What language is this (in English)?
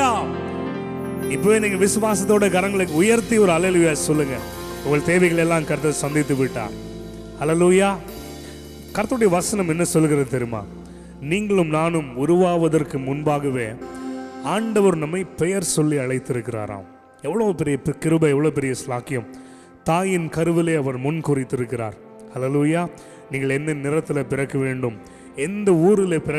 Tamil